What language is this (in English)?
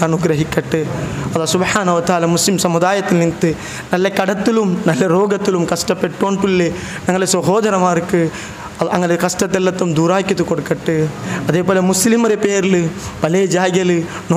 Malayalam